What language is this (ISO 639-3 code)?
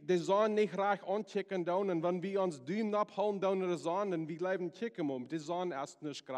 pdt